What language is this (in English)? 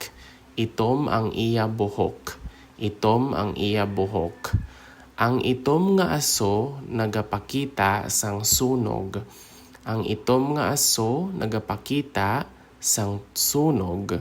Hiligaynon